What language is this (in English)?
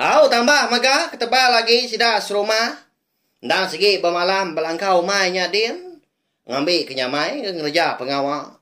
Iban